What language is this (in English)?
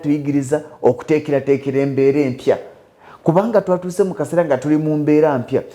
Ganda